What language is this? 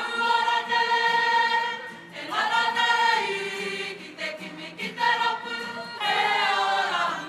Māori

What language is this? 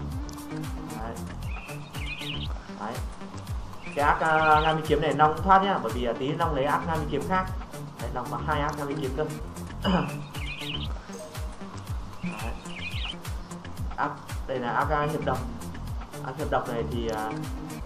Vietnamese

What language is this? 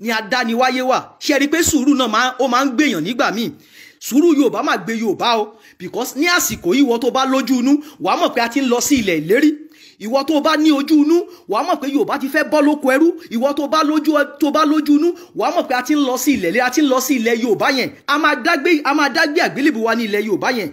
Yoruba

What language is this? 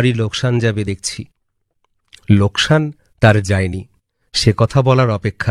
Bangla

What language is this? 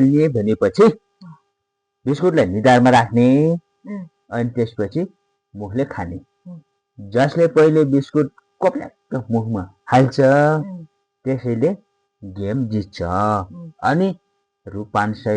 Nepali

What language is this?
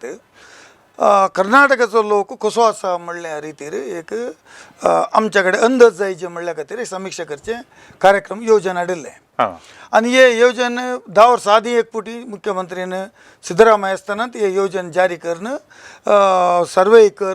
Konkani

